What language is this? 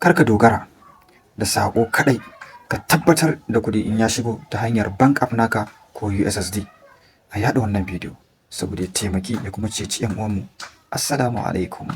Hausa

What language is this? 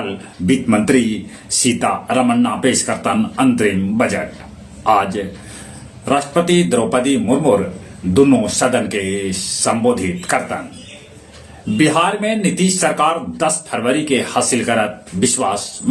Magahi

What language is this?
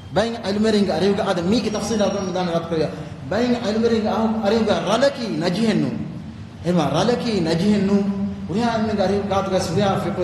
Divehi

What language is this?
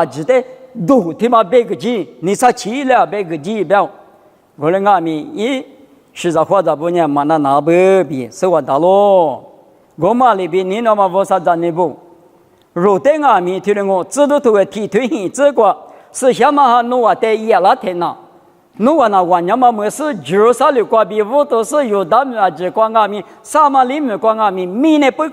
Lisu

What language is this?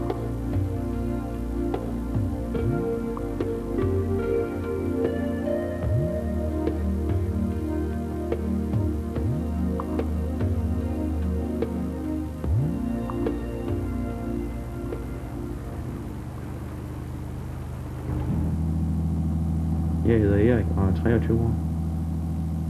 Danish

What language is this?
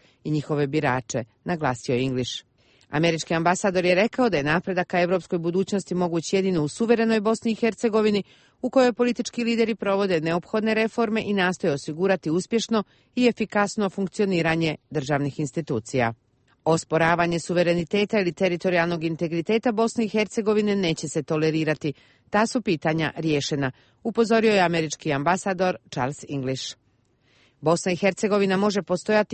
Bosnian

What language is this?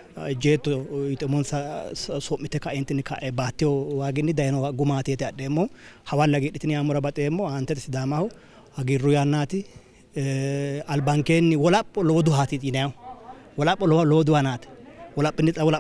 Sidamo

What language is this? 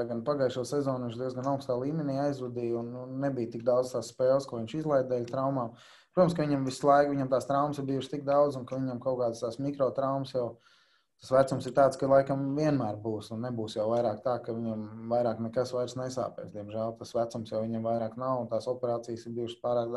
Latvian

